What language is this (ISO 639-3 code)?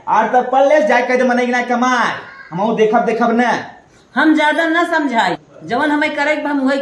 bho